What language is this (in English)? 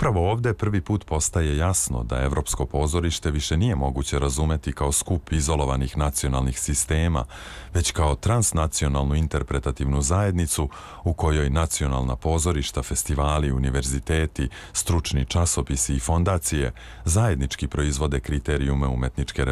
Serbian